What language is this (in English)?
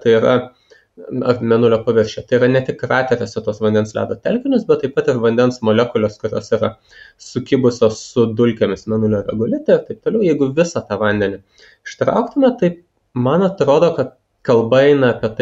Lithuanian